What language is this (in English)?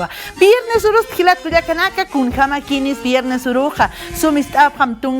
Aymara